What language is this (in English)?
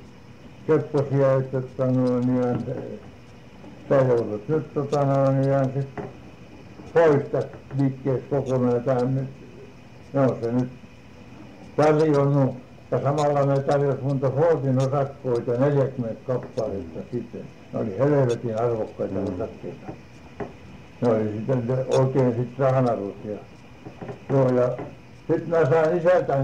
Finnish